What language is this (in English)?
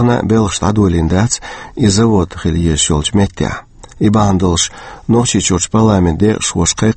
Chechen